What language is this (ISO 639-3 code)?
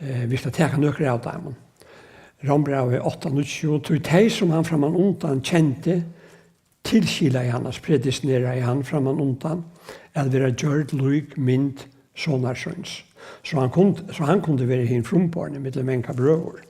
fao